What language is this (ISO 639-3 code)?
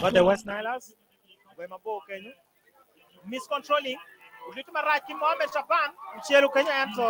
ach